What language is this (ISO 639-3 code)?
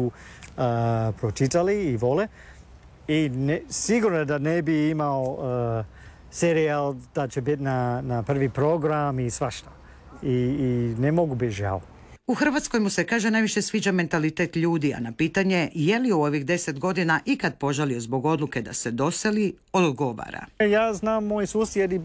hrv